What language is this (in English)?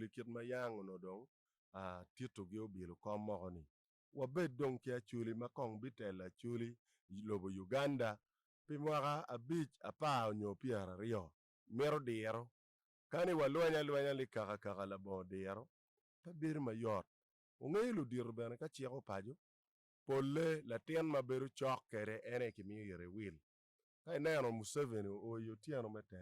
Acoli